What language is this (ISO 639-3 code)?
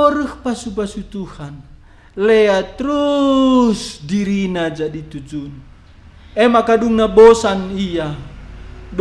btx